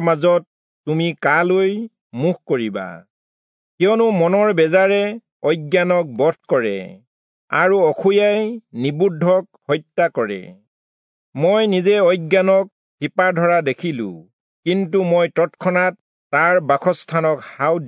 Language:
Assamese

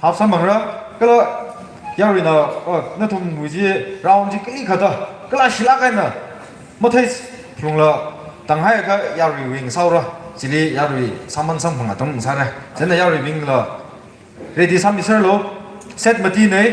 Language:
Tangkhul Naga (India)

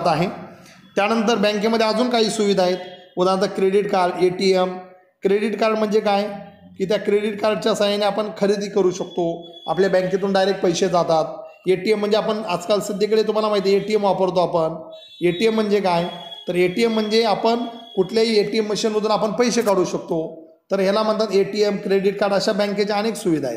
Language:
Marathi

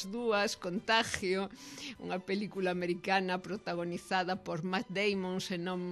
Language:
Galician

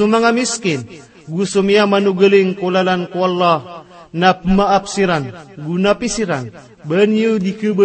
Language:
Maranao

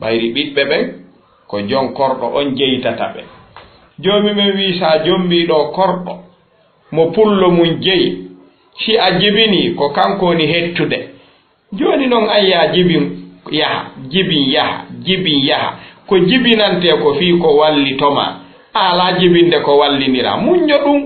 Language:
Fula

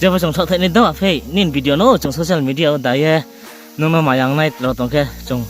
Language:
Riang (India)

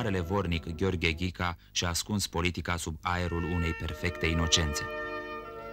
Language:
Romanian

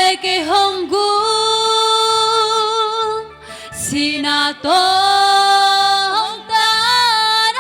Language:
Tedim Chin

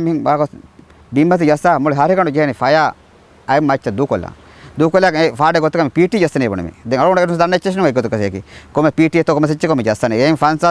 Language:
Divehi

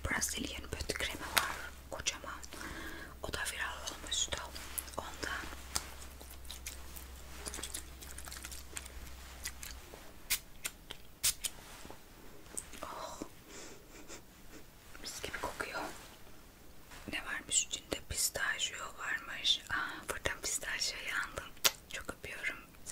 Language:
Turkish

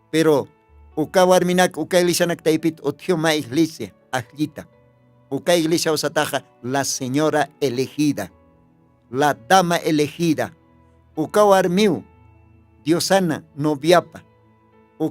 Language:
Aymara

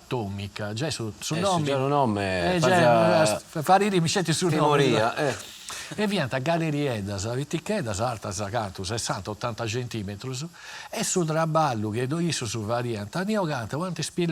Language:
Sardinian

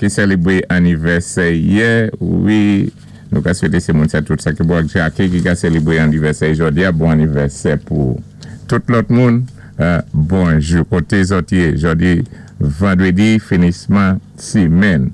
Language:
Saint Lucian Creole French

